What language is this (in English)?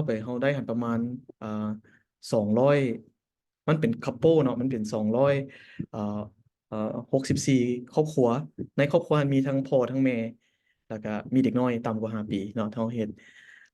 Lao